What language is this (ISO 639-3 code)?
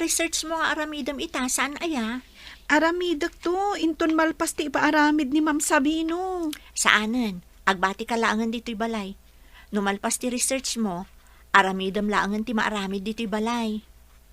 ilo